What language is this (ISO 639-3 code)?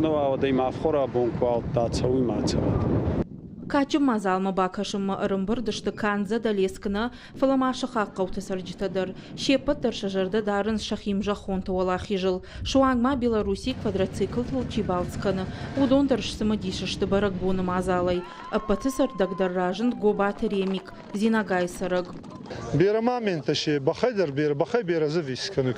oss